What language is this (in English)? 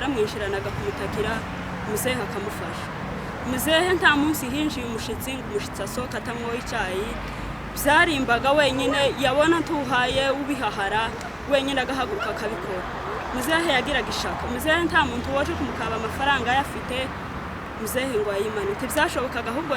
Kinyarwanda